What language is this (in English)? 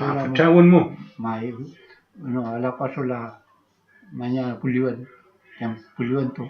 Mapuche